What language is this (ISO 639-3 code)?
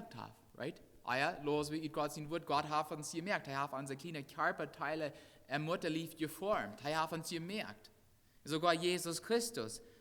pdt